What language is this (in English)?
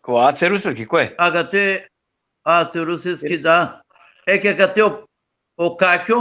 Balkan Romani